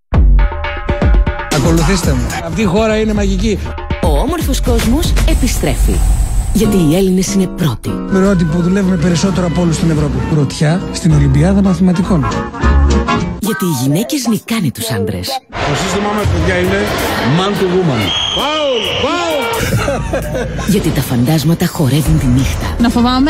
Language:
Greek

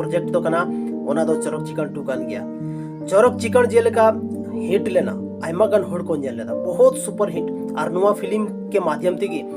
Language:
Santali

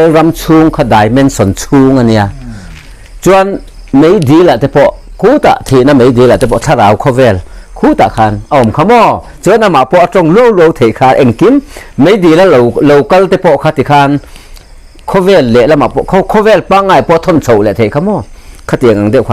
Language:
Mizo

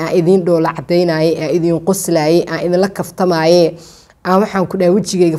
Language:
Somali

